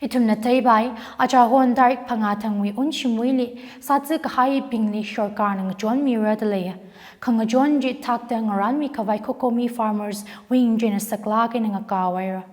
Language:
Tangkhul Naga (India)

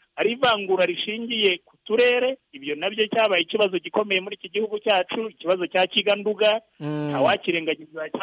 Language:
Kinyarwanda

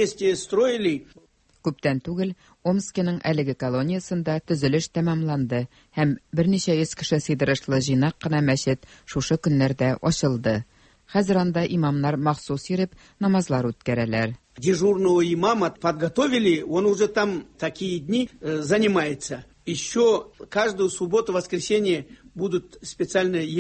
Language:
Tatar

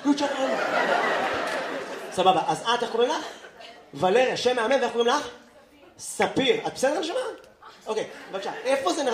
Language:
Hebrew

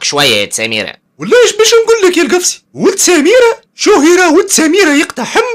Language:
Tunisian Arabic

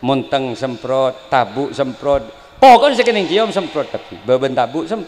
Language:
Madurese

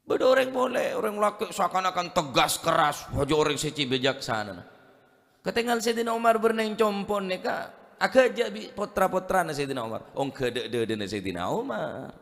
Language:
Madurese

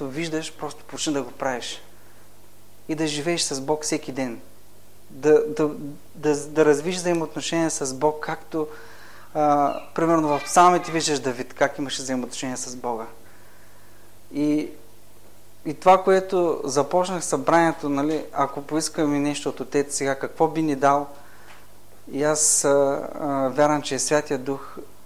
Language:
Bulgarian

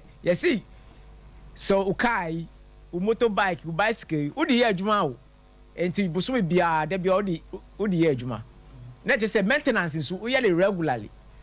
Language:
Akan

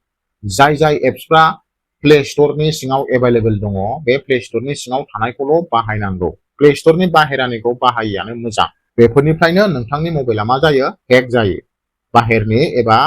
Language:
Bodo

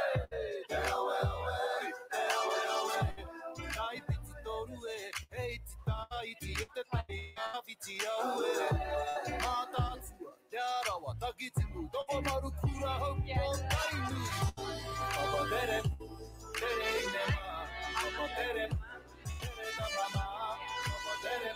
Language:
Māori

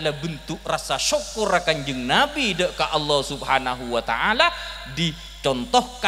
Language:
Madurese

